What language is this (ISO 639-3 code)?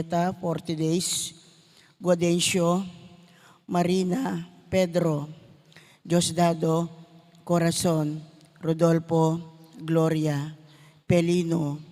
pam